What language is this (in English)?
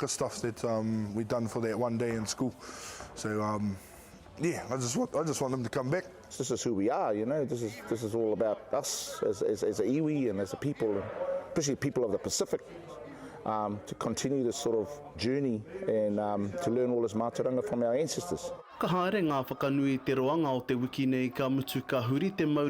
Māori